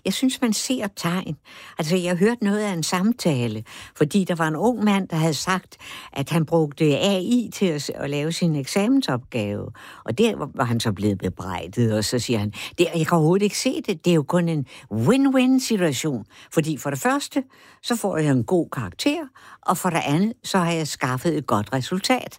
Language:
Danish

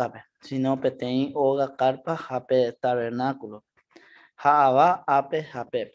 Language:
Guarani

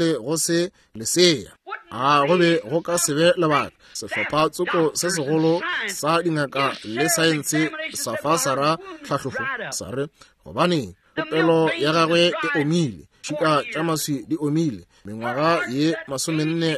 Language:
Northern Sotho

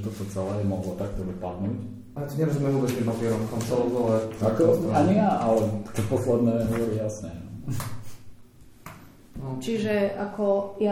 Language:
Slovak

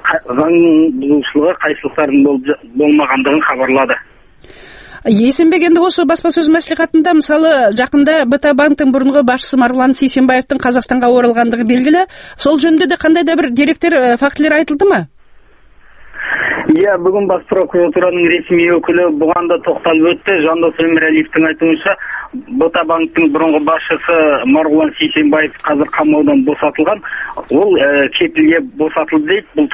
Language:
Kazakh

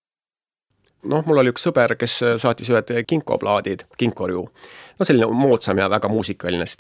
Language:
Estonian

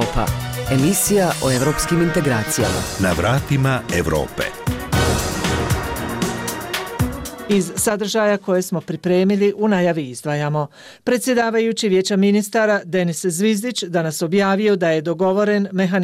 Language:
Bosnian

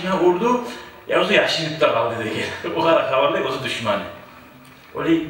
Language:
Kumyk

